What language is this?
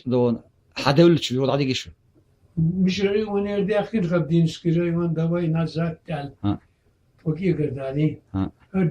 Chechen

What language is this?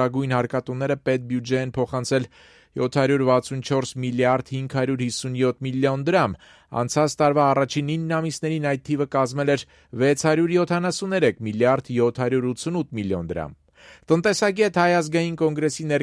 Armenian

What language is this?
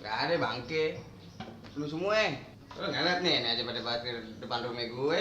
Betawi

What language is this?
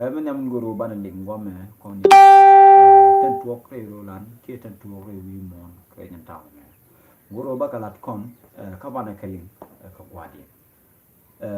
Nuer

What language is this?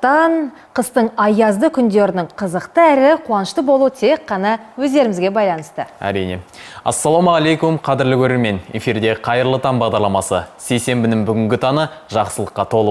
Kazakh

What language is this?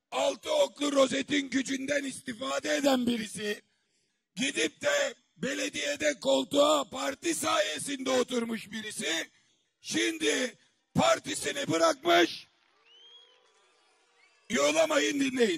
Turkish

